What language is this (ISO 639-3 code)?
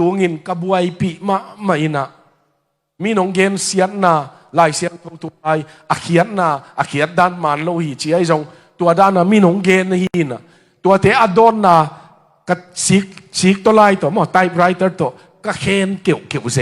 ctd